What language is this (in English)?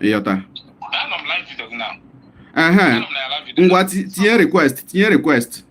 Igbo